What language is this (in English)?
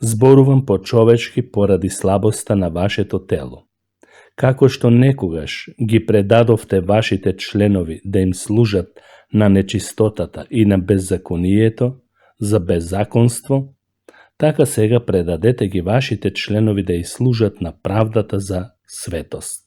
Macedonian